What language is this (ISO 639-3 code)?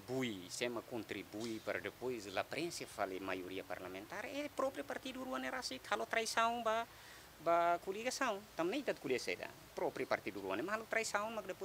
tet